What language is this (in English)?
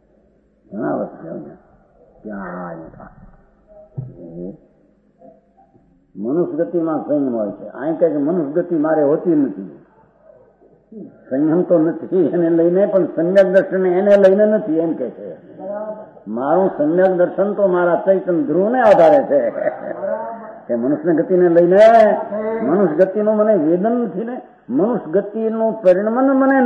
Gujarati